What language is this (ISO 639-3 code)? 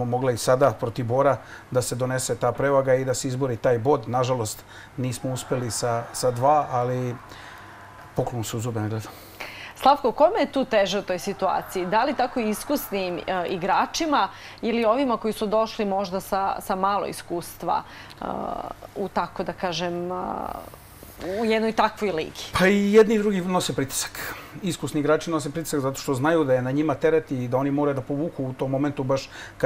srp